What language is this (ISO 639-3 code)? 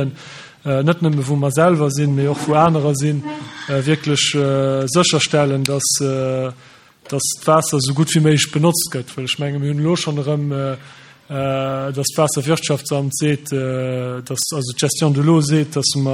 ltz